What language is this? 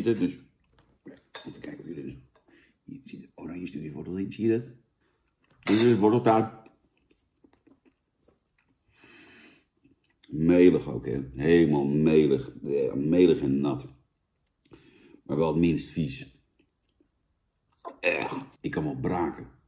Dutch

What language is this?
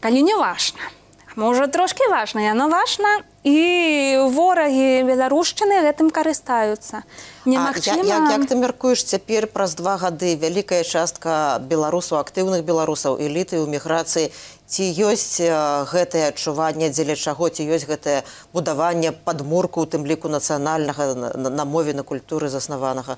Belarusian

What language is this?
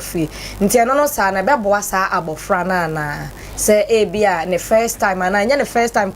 Akan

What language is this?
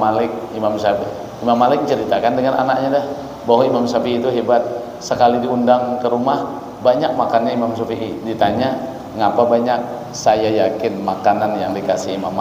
Banjar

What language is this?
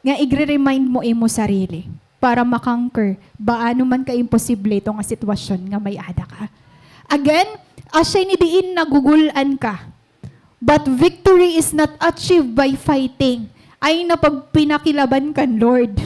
Waray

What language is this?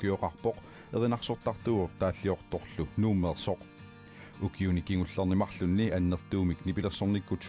Kalaallisut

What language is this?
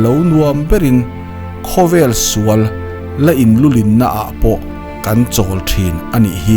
Mizo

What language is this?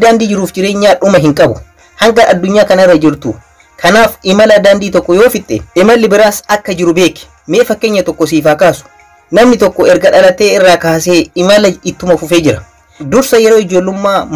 Oromo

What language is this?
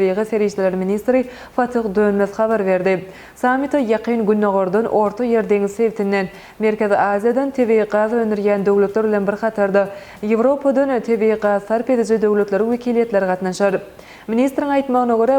Turkmen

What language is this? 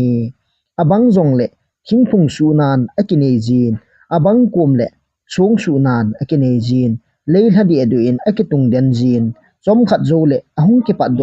Thado Chin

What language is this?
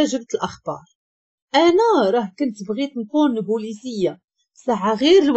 Moroccan Arabic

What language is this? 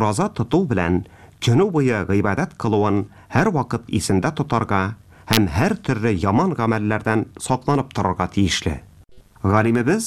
Tatar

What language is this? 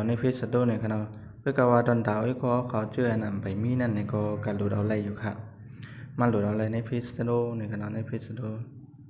Shan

